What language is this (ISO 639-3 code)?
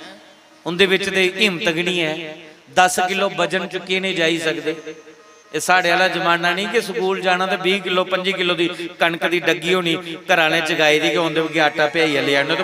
doi